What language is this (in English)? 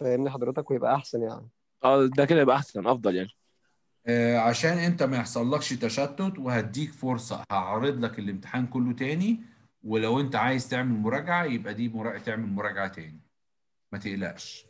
Egyptian Arabic